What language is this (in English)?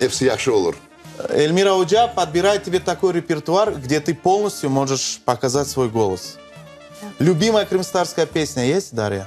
Crimean Tatar